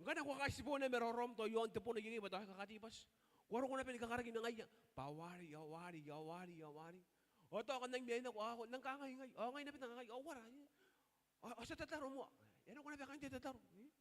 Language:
Gilbertese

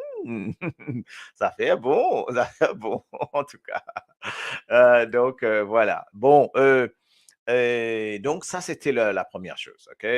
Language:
Morisyen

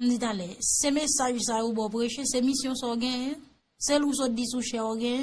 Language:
Haitian Creole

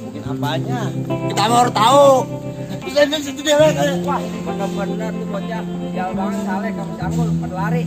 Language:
Betawi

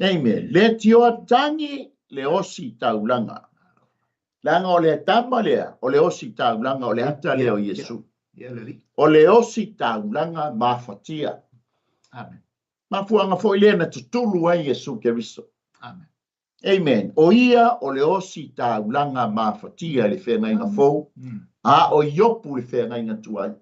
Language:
Samoan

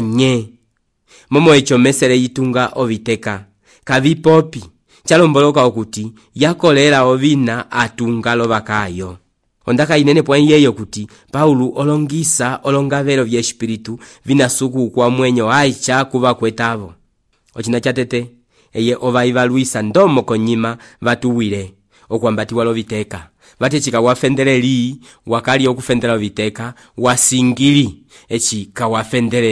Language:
Umbundu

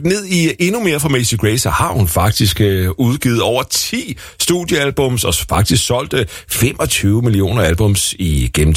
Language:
Danish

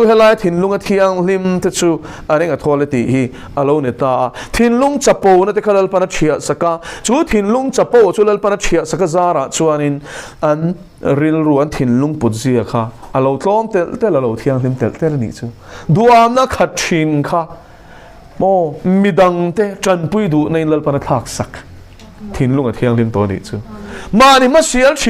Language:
Mizo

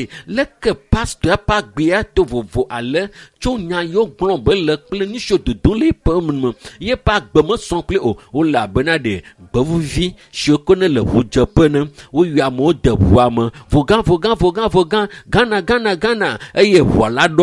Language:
Ewe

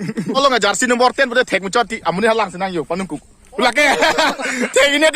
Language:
Karbi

